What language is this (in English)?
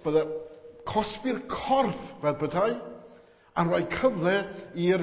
Welsh